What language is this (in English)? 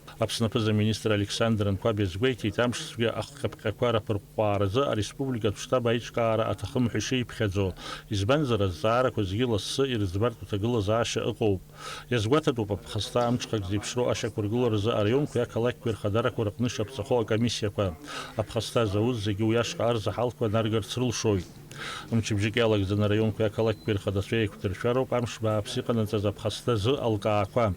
Abkhazian